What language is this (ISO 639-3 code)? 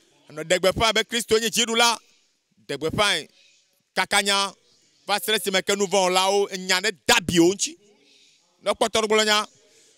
ewe